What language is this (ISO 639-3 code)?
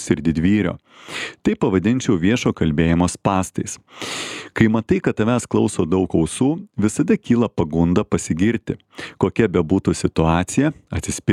lit